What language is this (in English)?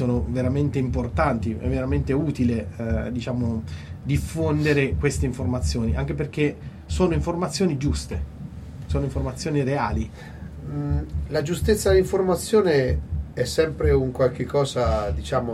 Italian